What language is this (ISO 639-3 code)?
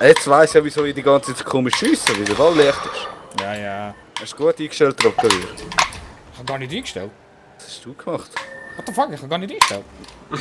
gsw